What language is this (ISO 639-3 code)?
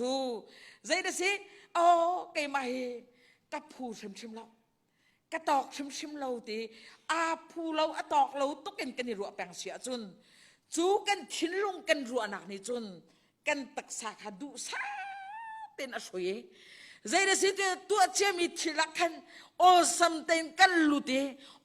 cnh